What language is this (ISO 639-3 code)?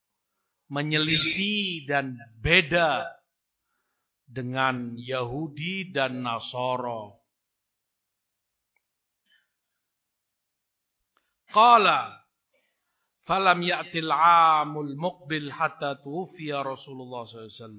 ind